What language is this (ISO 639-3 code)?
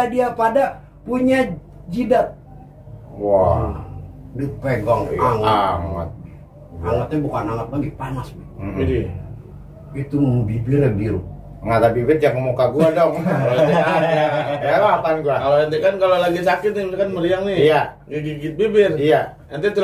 bew